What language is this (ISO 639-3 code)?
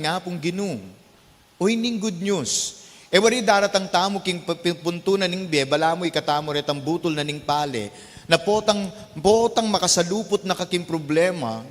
pam